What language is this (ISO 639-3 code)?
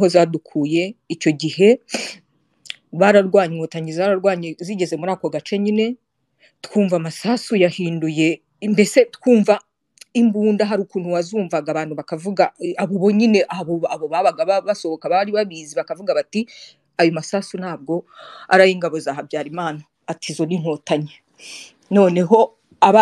kin